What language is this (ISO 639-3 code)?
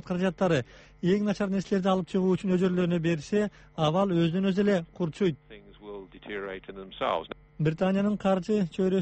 kir